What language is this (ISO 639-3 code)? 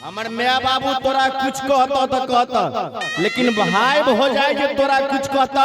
mai